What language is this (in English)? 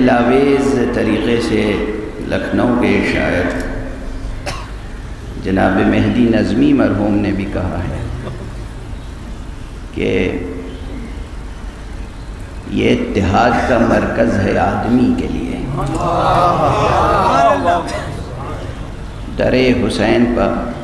Urdu